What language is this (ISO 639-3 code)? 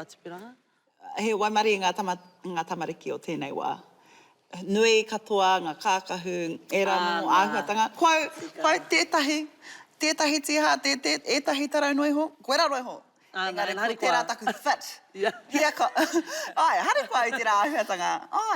mri